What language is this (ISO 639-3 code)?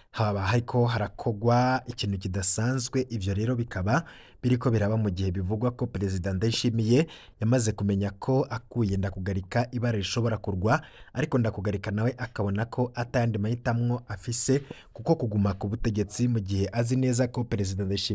run